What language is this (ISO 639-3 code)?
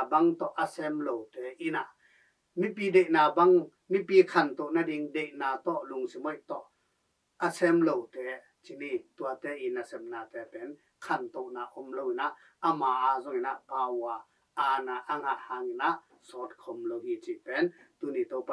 ctd